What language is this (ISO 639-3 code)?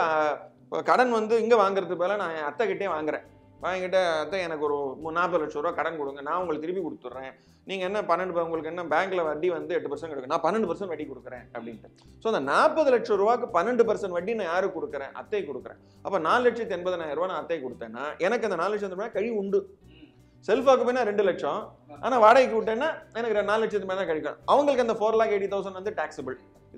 tam